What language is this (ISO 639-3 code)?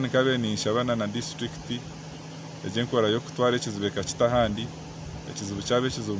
nyn